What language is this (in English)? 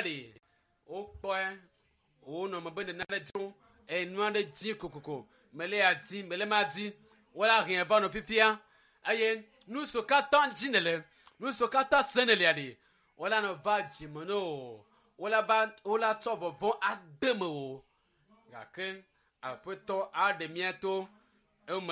Ewe